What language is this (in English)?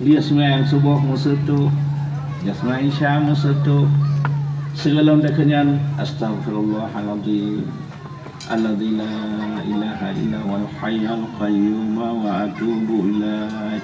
Achinese